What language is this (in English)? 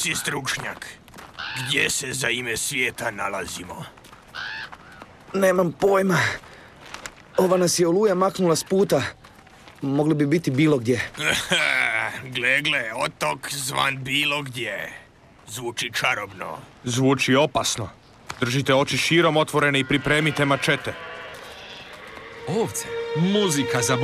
Croatian